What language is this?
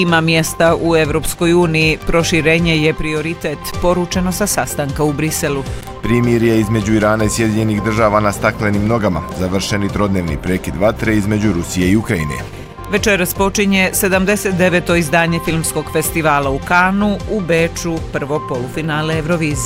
Bosnian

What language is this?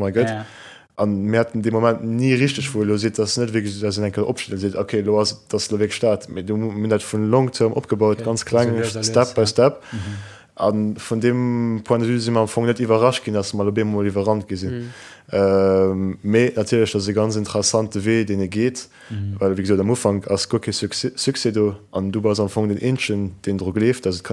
Luxembourgish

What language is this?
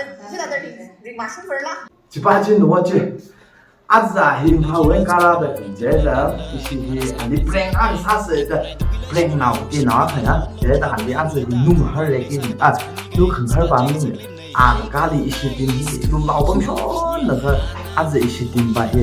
Tangkhul Naga (India)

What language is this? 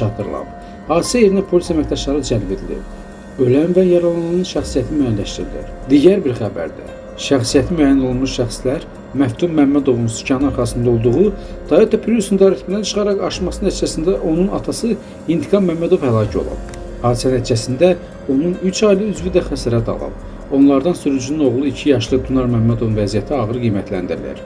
Azerbaijani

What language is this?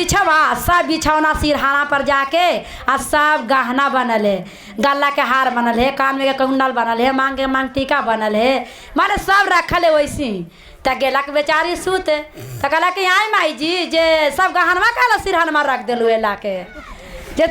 Magahi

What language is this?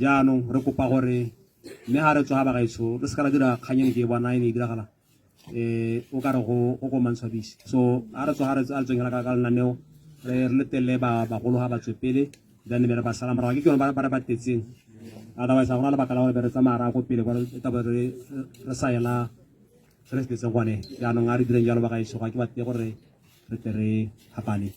Tswana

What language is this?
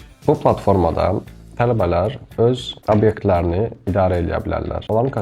Azerbaijani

